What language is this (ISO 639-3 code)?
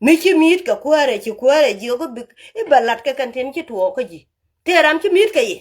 nus